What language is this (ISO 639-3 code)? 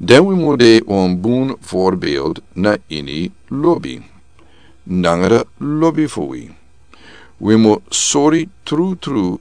srn